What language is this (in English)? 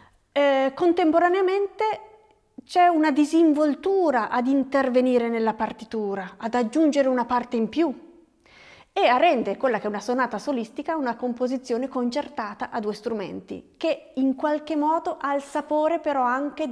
Italian